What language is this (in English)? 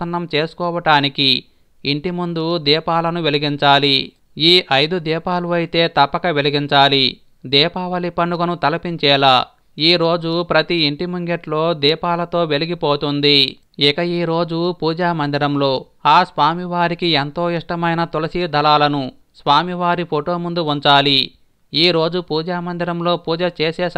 Telugu